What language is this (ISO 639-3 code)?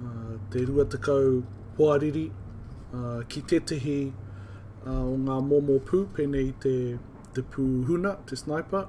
mri